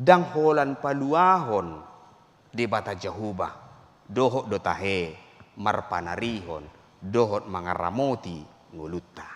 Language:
Batak Toba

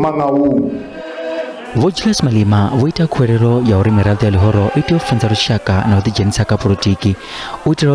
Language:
Venda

